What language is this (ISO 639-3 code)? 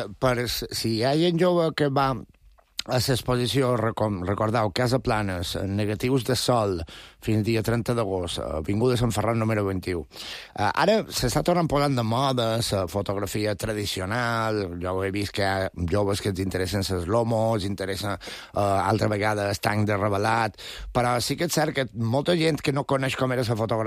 cat